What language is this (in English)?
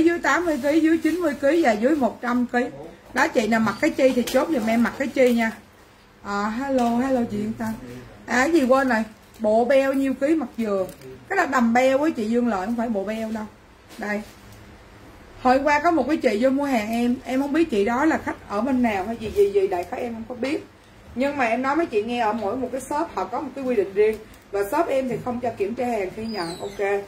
Vietnamese